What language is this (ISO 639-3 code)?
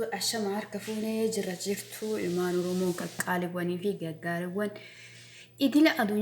orm